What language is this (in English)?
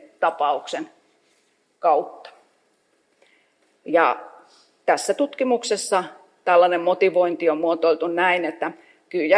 Finnish